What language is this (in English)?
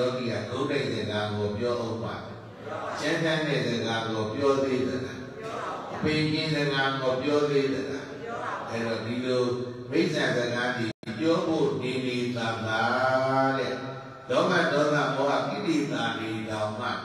Burmese